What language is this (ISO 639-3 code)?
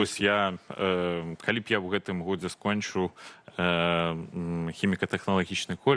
bel